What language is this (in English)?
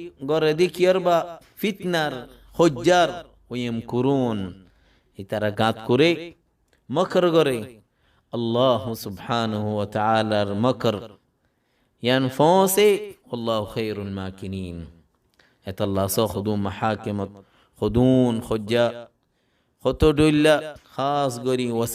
Rohingya